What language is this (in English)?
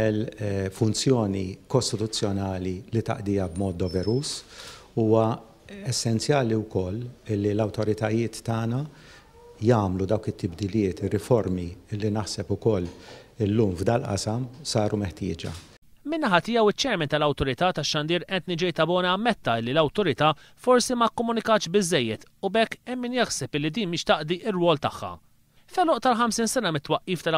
Maltese